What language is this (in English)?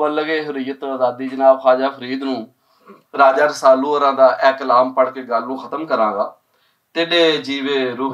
Western Panjabi